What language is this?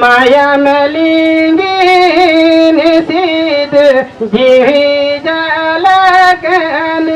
Santali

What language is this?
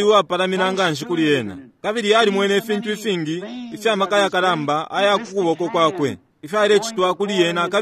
Bemba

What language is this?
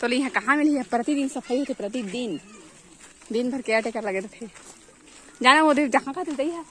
Chhattisgarhi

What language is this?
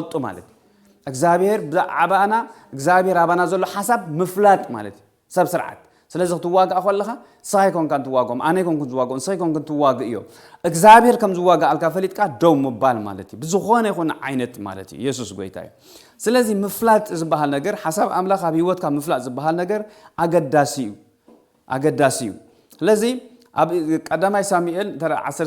Tigrinya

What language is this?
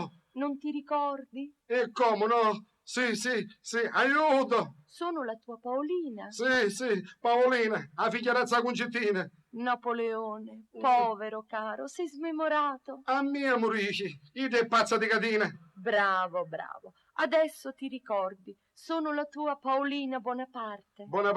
Sicilian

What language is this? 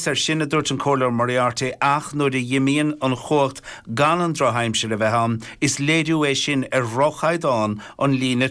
Irish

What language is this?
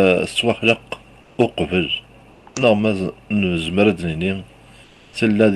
Kabyle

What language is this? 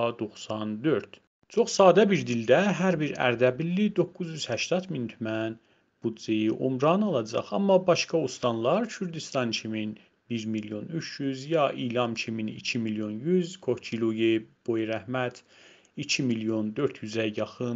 South Azerbaijani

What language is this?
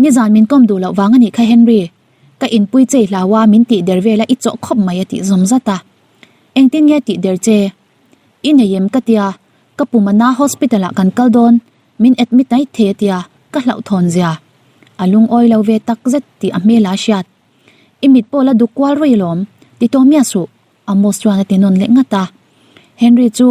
Mizo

